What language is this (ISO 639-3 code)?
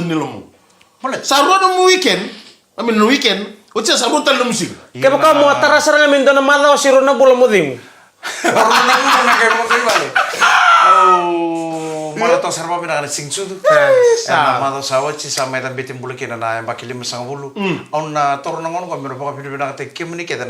fij